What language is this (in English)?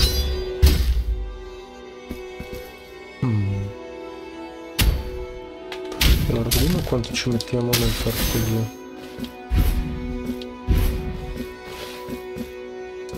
Italian